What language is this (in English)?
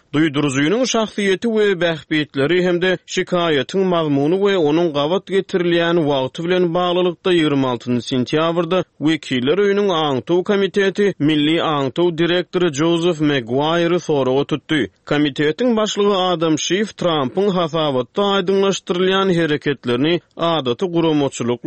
Turkmen